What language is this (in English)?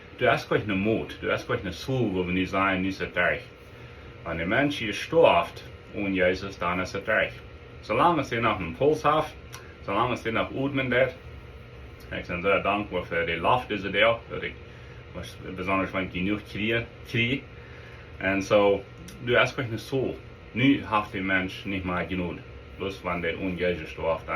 Plautdietsch